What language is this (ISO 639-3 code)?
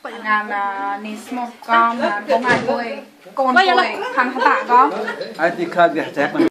mnw